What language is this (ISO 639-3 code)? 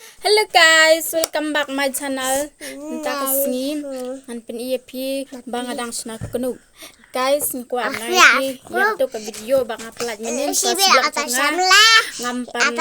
kha